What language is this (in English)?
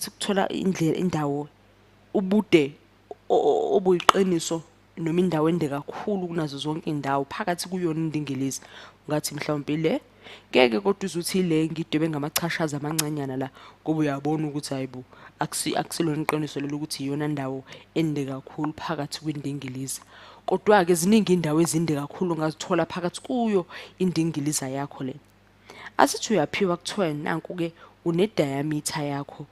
Zulu